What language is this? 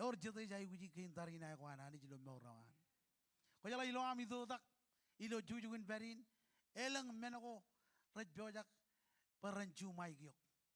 Marshallese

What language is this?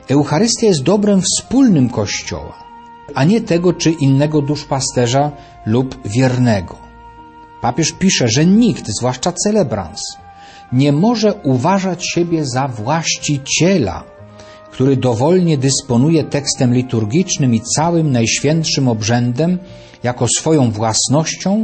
Polish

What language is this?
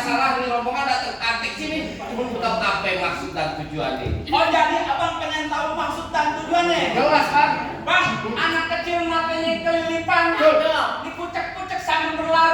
Betawi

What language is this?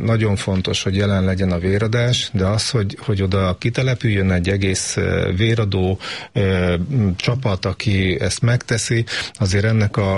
Hungarian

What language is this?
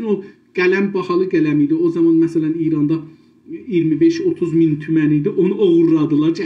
South Azerbaijani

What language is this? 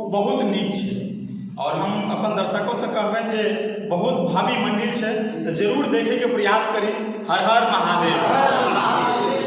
Maithili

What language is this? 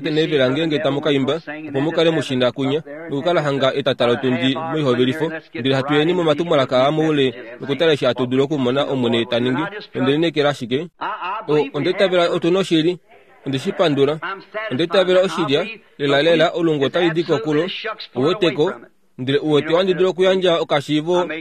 Kuanyama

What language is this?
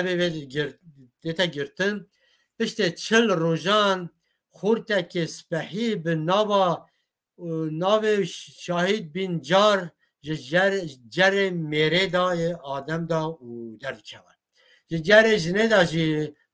Kurdish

